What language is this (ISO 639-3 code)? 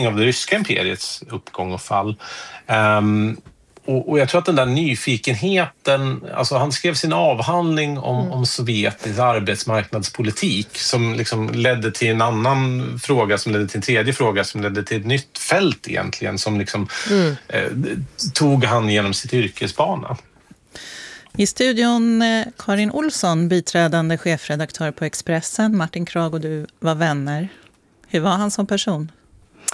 swe